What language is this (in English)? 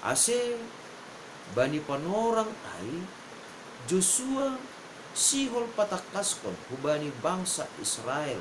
Batak Simalungun